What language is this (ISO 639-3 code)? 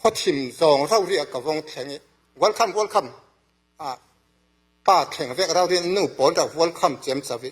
cfm